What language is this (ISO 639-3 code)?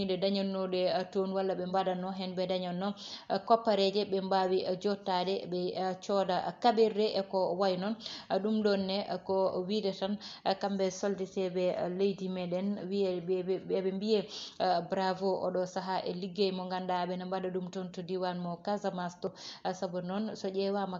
ful